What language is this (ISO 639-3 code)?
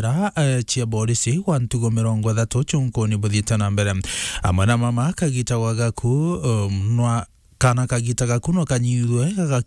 mer